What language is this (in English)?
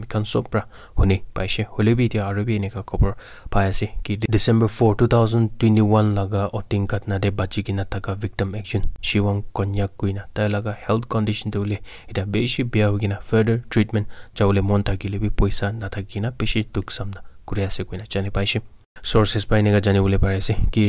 Naga Pidgin